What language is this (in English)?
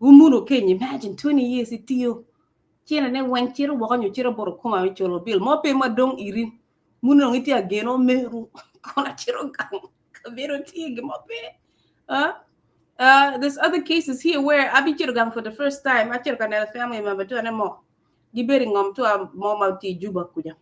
Acoli